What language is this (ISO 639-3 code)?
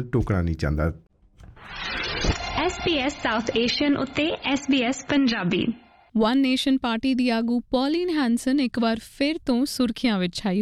pan